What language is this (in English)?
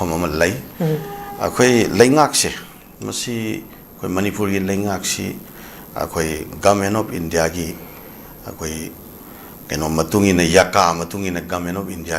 Manipuri